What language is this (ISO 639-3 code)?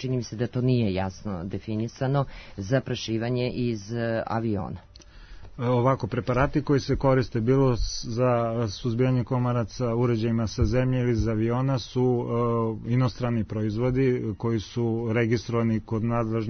srp